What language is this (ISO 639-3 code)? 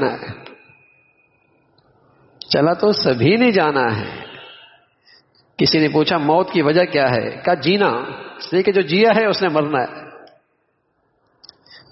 urd